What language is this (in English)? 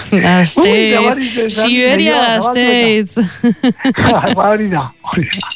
Basque